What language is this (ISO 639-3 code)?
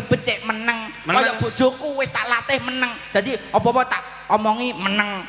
jav